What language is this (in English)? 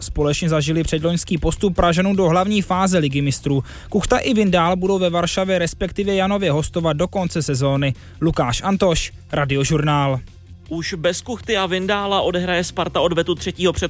Czech